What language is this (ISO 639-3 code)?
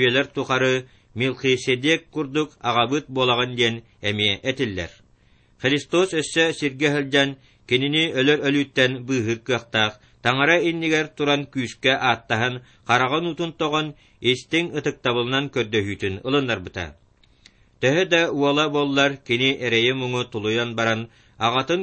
sah